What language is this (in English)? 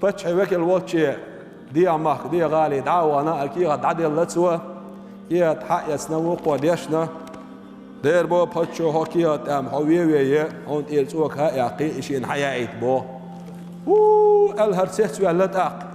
Chechen